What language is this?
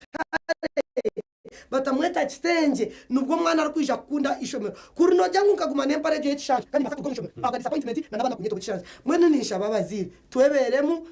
Nyankole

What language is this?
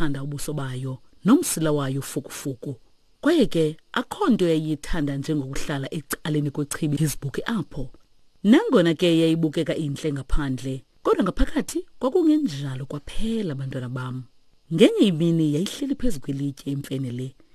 Xhosa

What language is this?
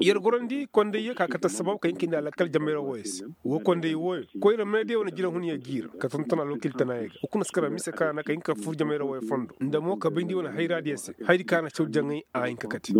Koyraboro Senni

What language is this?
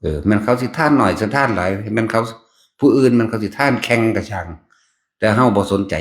Northeastern Thai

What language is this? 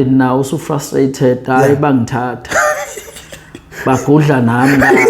Zulu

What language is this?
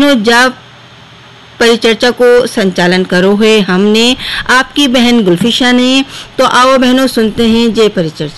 Hindi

